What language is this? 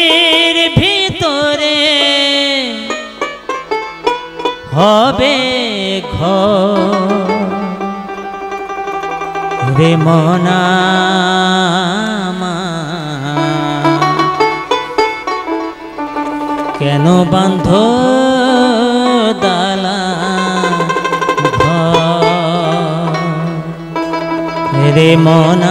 Bangla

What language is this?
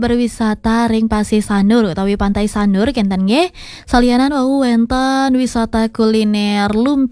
Balinese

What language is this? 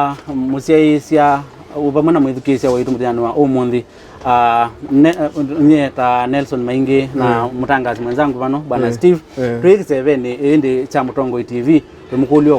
Kamba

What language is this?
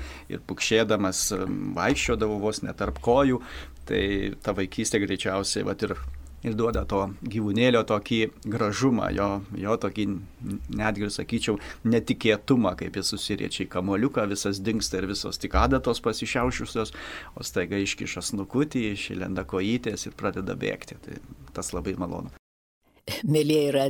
Lithuanian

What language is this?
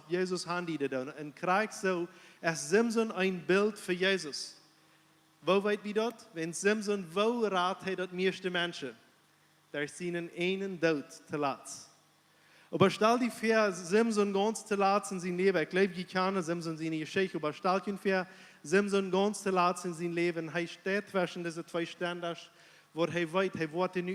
Plautdietsch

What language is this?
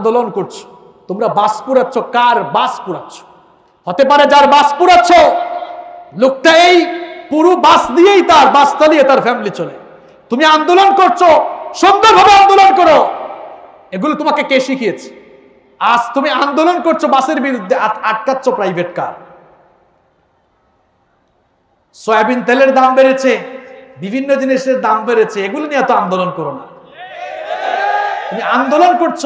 Bangla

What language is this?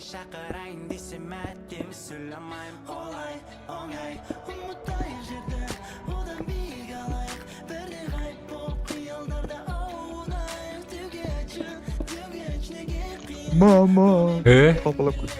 Kara-Kalpak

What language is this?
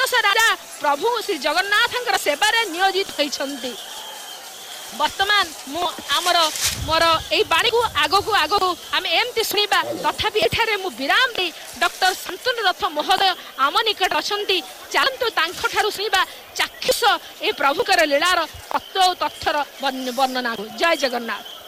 Odia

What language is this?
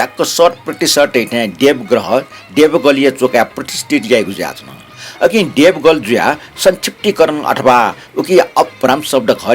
Newari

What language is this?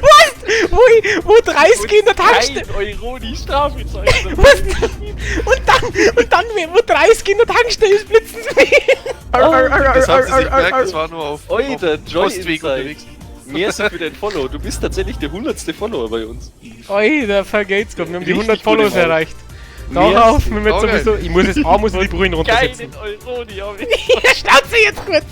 Bavarian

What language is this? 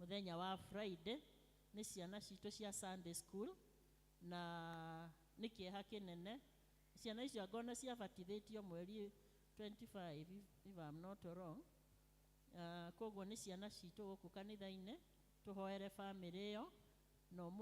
Kikuyu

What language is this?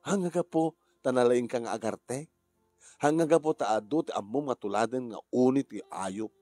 Iloko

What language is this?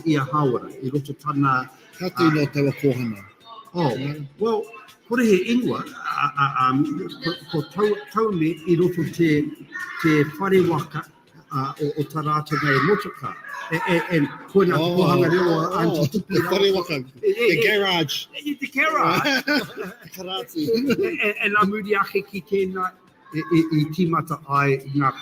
Māori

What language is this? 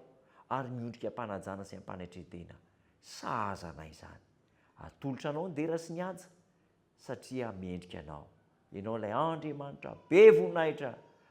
Malagasy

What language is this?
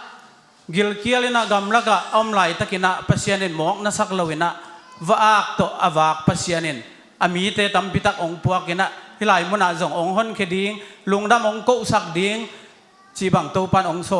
Tedim Chin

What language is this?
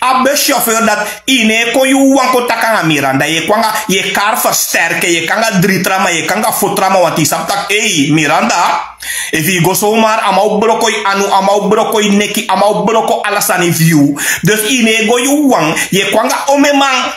Sranan Tongo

